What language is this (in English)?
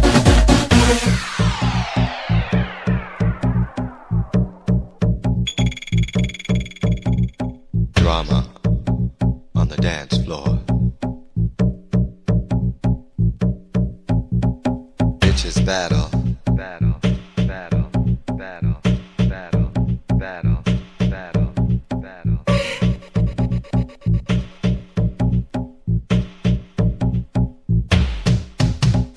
Spanish